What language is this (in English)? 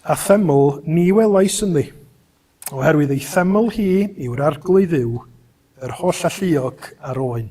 Welsh